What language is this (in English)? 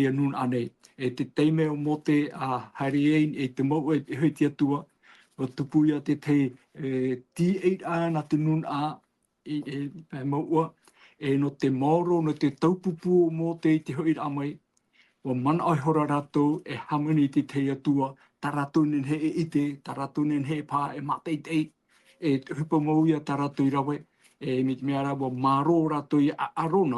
Tahitian